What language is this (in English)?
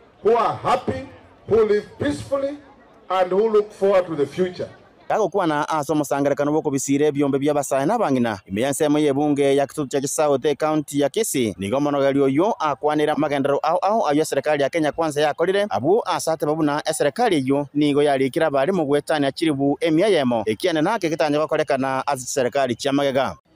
Gusii